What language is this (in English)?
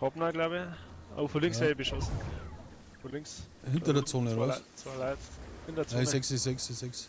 Bavarian